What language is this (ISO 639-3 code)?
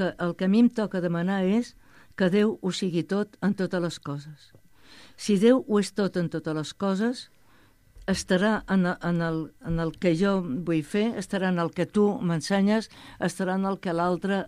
cat